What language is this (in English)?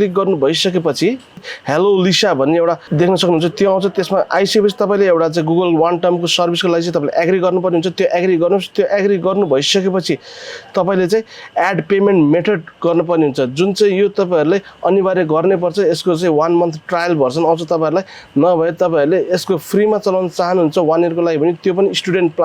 Nepali